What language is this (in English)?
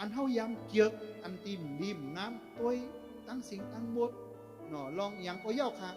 Shan